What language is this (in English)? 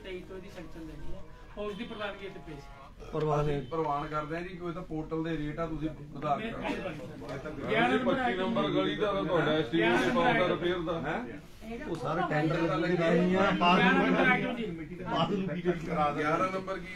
Punjabi